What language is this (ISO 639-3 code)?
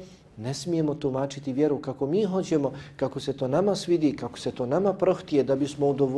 bos